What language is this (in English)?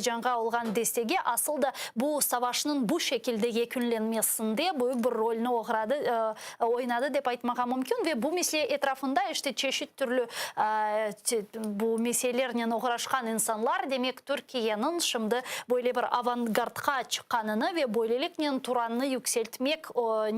Crimean Tatar